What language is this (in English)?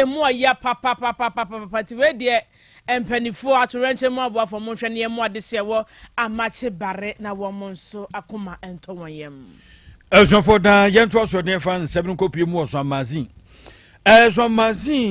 Akan